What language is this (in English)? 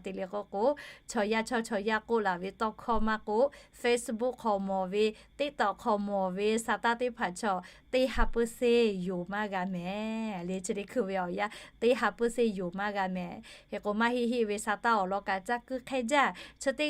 Lahu